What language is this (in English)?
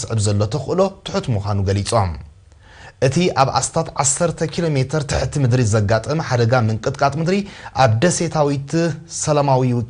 Tigrinya